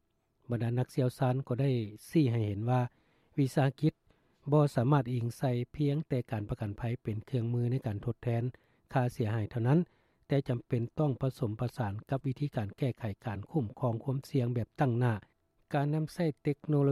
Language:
Lao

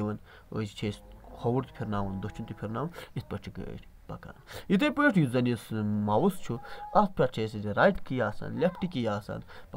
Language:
Kashmiri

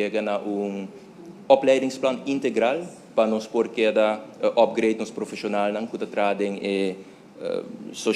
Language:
Papiamento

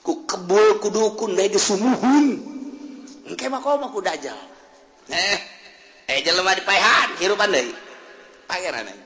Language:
Sundanese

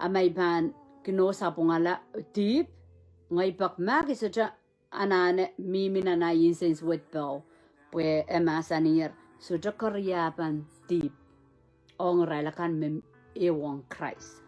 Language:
Pohnpeian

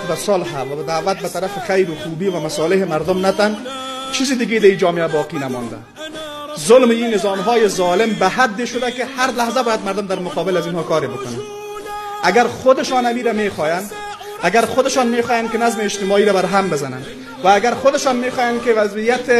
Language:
Persian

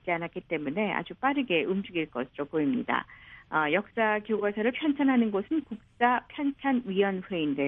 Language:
Korean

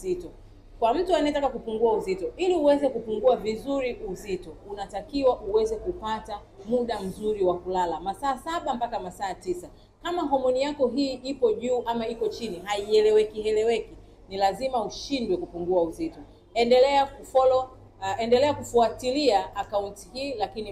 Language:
Swahili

